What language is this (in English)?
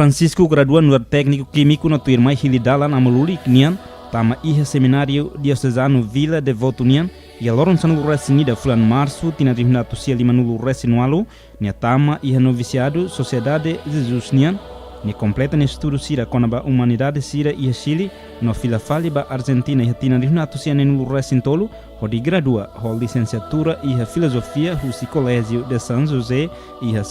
Tetum